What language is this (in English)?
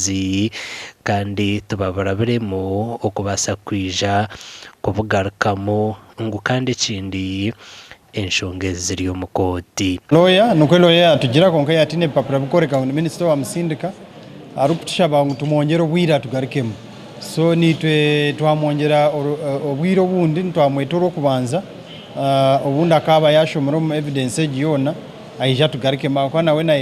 Nyankole